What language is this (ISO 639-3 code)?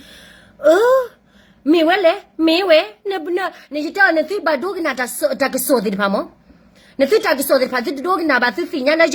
ksw